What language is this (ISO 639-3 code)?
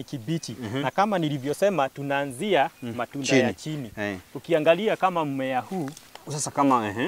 swa